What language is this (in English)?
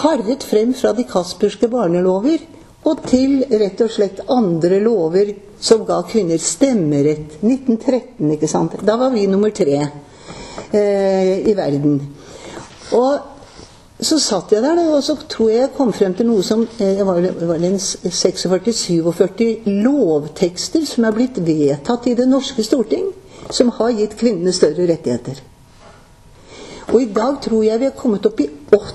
Norwegian